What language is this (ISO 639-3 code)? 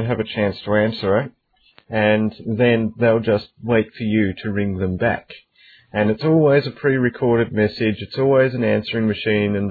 eng